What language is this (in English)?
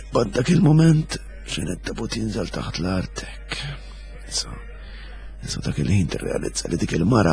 Maltese